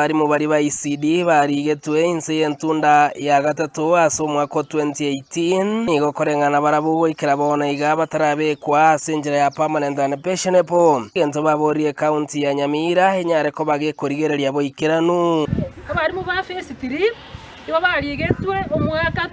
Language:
Gusii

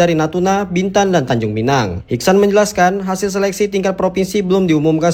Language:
Indonesian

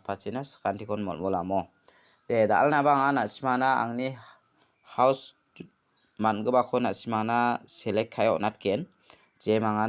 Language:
Garo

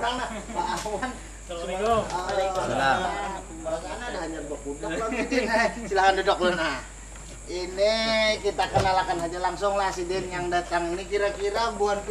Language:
Banjar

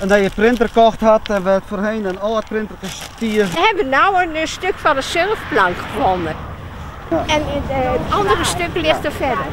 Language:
Western Frisian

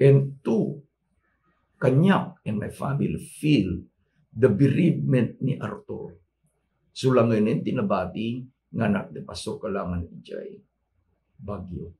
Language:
Iloko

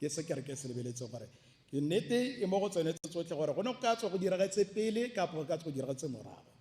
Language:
Tswana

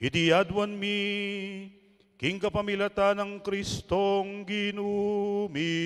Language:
Pampanga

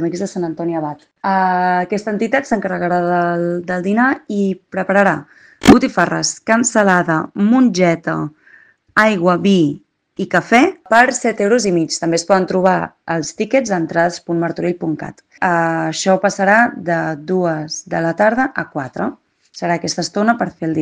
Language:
Catalan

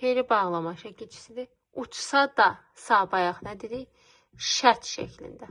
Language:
Azerbaijani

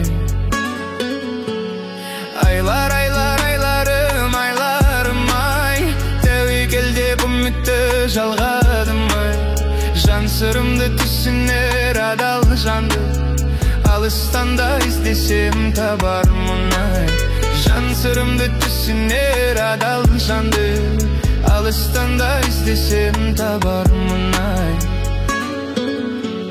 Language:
Kazakh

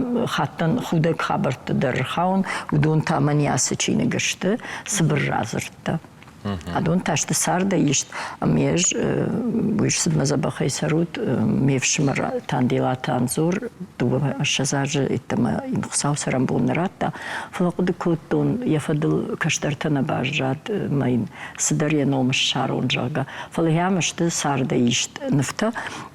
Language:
Ossetic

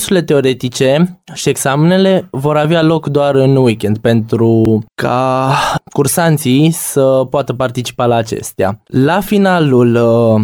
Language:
Romanian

